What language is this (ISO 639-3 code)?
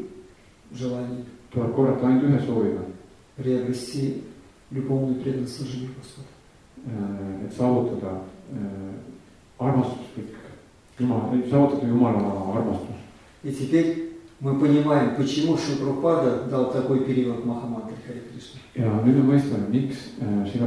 est